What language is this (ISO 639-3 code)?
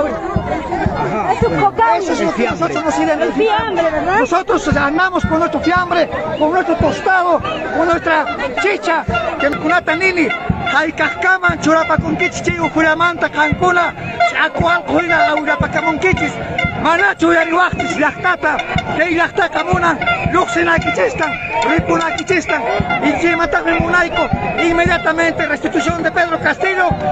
quy